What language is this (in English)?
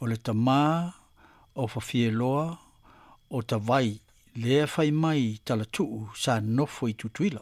Samoan